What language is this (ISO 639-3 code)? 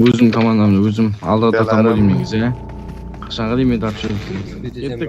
kaa